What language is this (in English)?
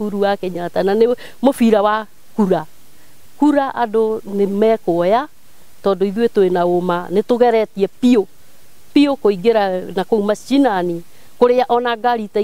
Kikuyu